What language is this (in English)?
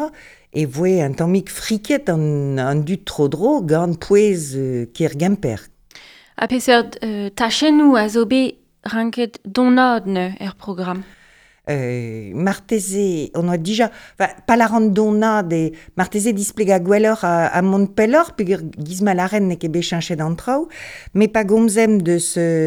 Breton